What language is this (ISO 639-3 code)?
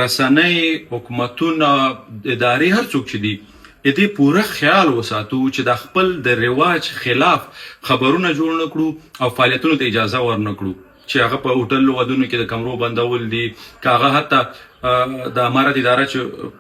pus